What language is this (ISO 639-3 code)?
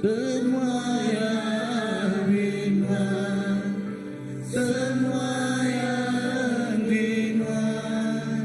iba